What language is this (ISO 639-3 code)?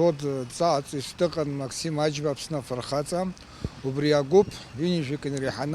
abk